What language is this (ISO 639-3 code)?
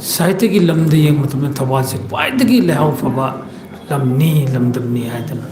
mni